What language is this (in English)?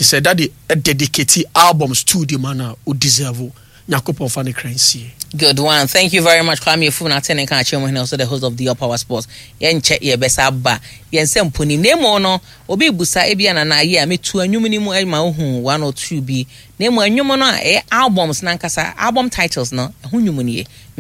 Akan